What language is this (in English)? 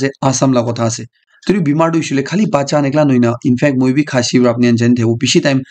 Naga Pidgin